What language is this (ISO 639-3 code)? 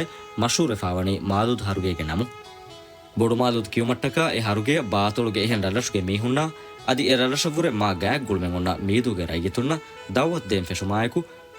div